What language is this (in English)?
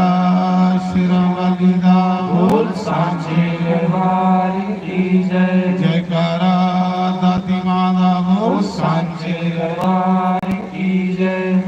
Dogri